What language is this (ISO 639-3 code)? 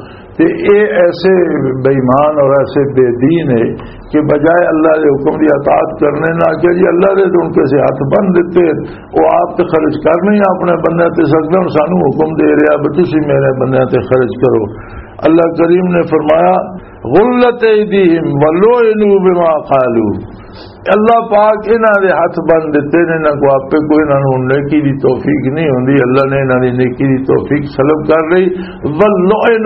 lah